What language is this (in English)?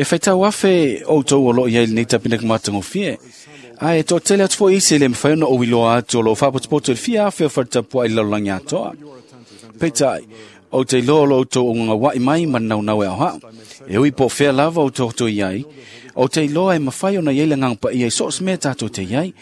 Samoan